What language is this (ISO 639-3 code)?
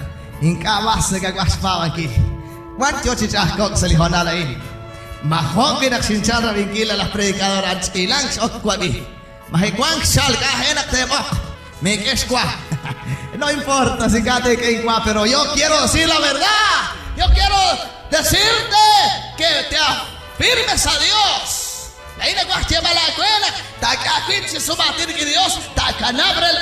kek